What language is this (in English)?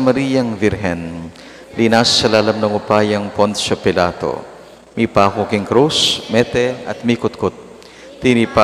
Pampanga